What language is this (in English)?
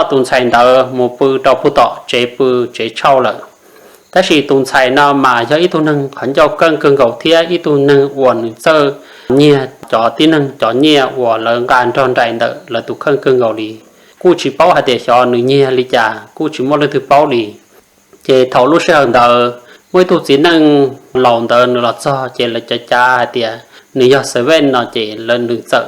Hmong